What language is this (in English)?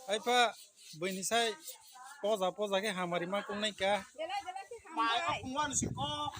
Kok Borok